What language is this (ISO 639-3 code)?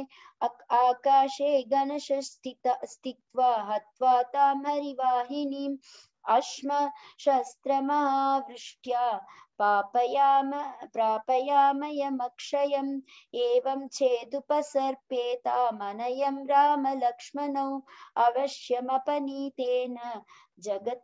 san